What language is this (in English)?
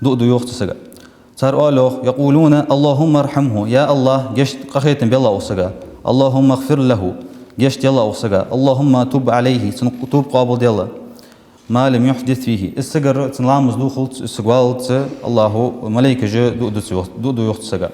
Ingush